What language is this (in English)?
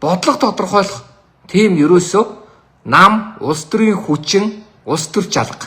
Mongolian